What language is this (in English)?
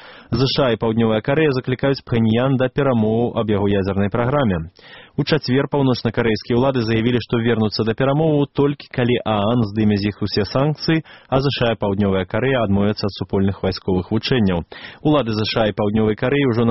Belarusian